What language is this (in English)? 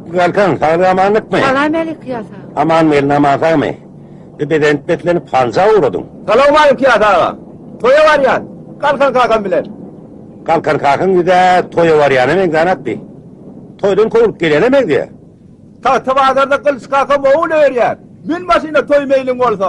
Turkmen